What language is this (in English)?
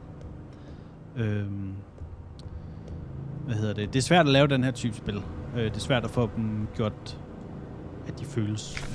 Danish